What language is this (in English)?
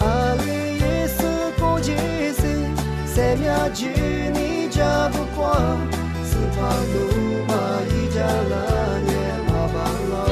Lisu